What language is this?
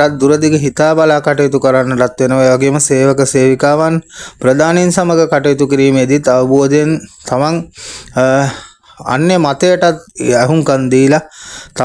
Sinhala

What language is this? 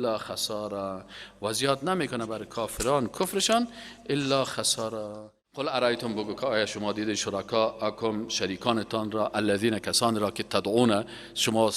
Persian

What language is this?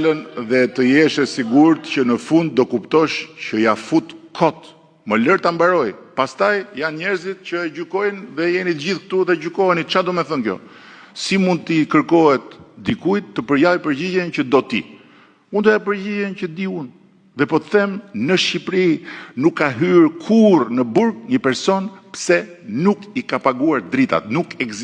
Albanian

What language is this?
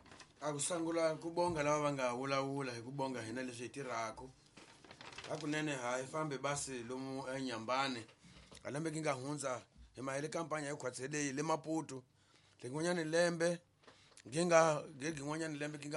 Tsonga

